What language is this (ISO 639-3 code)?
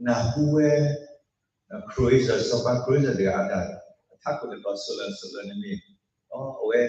ksw